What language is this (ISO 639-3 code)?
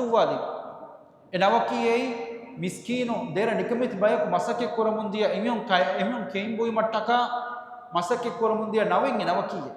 div